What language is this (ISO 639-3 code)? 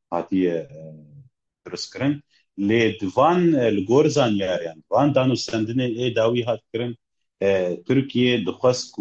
kur